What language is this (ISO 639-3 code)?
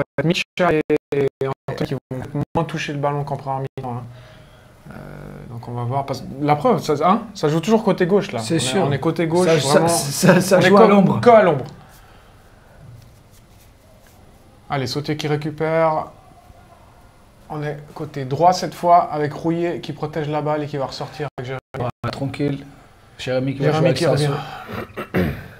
fra